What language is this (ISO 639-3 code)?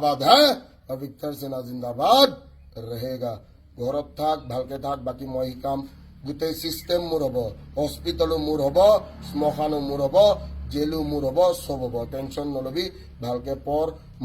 asm